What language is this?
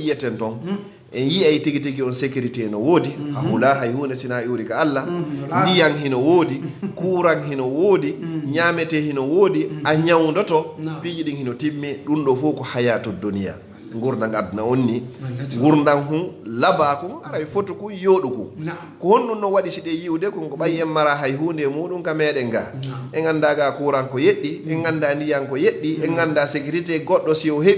Fula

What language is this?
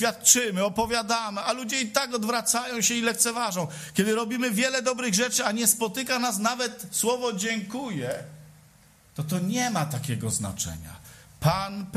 Polish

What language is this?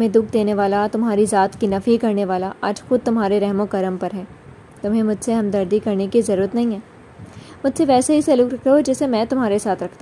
Urdu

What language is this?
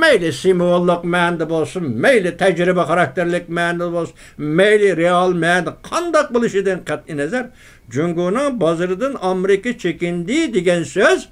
Uyghur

